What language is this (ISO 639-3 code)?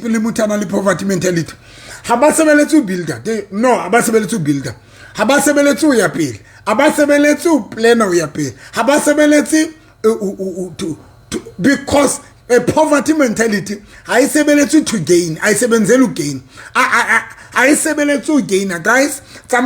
sot